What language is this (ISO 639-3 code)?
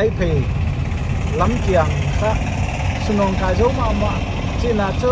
pck